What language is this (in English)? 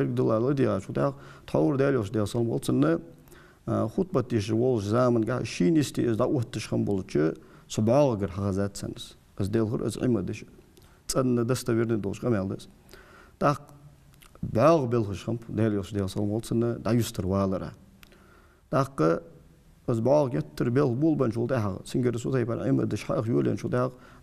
Ingush